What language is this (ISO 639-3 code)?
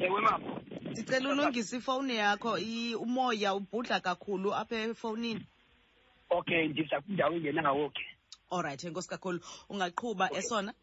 xho